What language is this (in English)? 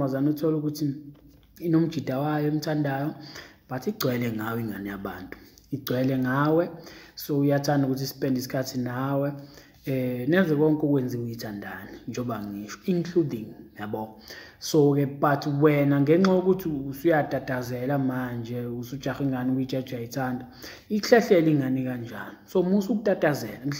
Zulu